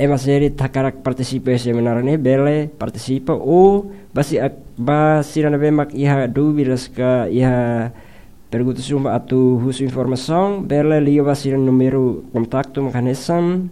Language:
Tetum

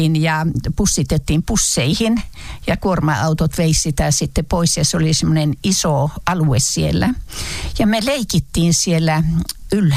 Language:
Finnish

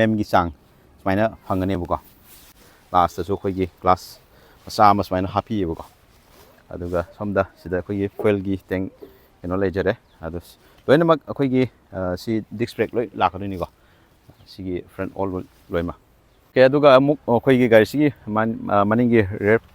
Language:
Manipuri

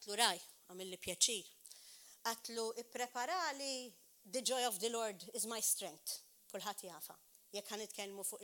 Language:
Maltese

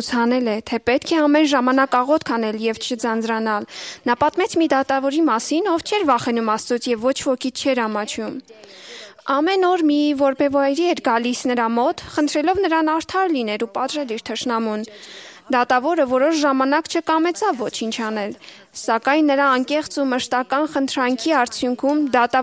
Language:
Armenian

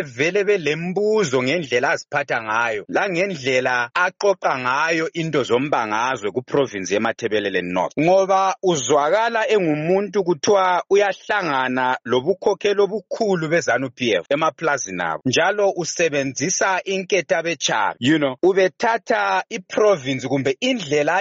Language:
North Ndebele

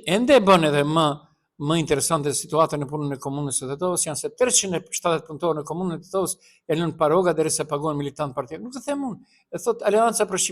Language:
Albanian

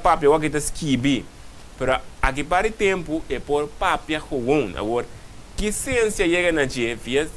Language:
Papiamento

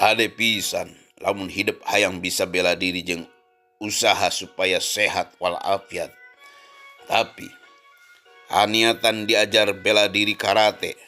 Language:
Sundanese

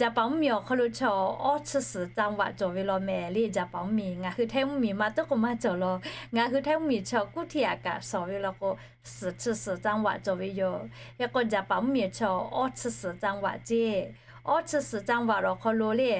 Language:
Lahu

